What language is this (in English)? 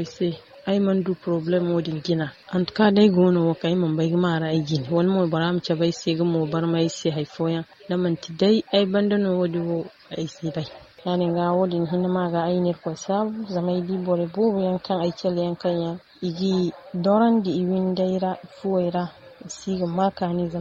Zarma